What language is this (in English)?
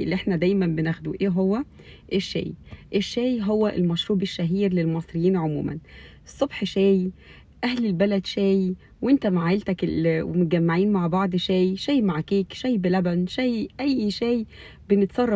Egyptian Arabic